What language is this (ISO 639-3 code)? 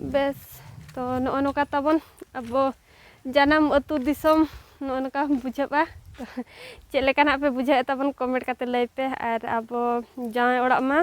sat